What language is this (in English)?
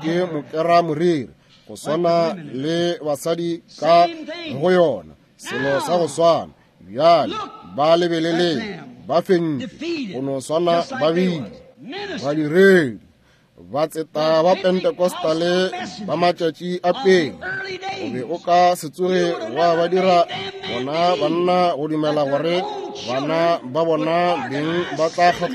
Northern Sotho